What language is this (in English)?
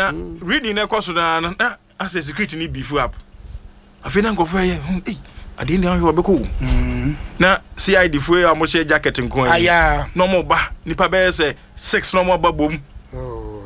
Akan